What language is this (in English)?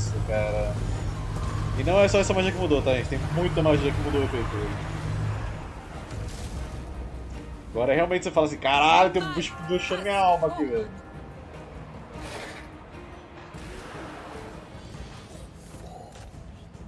Portuguese